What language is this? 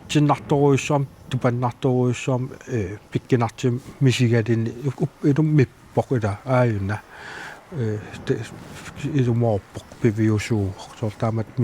Kalaallisut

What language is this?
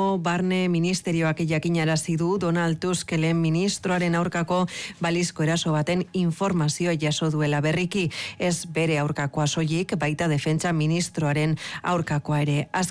Basque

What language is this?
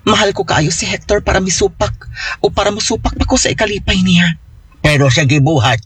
Cebuano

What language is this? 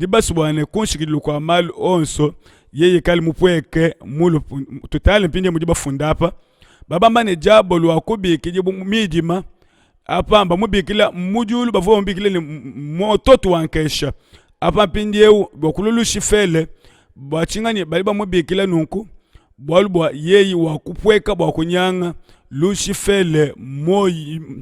Luba-Lulua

